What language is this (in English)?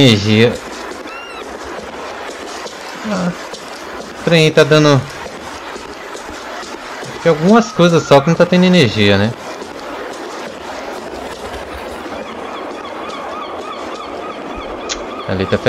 Portuguese